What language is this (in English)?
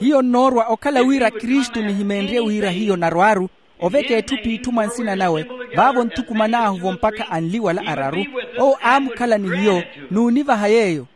Makhuwa